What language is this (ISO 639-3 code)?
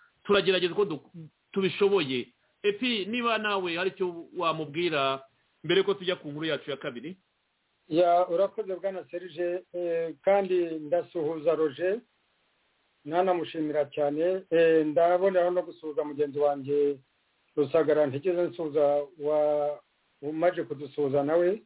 kin